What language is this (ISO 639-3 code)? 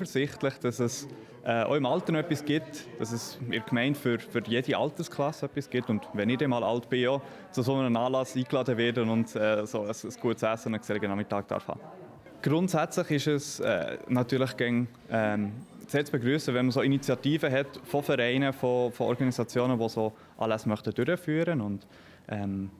gsw